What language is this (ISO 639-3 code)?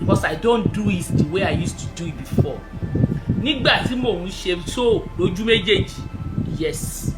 yor